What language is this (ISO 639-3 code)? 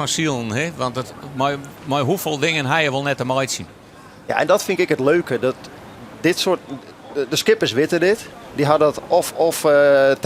fry